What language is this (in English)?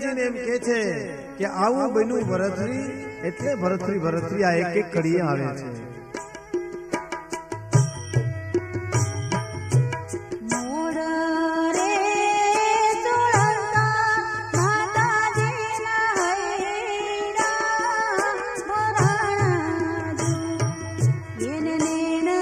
Gujarati